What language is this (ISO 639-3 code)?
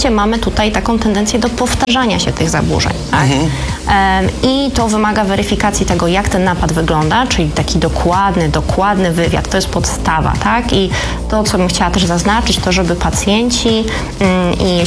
pol